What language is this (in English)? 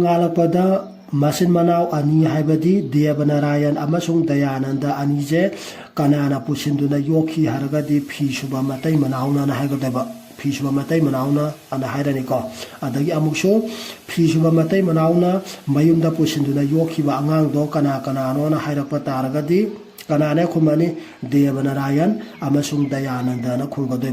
Manipuri